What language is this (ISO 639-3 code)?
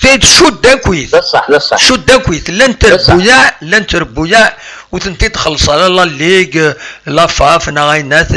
kab